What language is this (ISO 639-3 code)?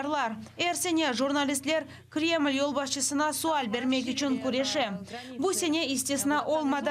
crh